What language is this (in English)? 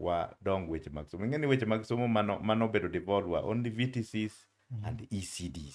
Luo (Kenya and Tanzania)